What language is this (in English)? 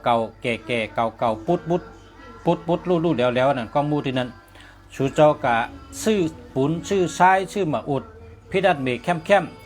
Shan